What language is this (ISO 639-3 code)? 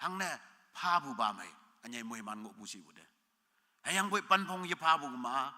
nbe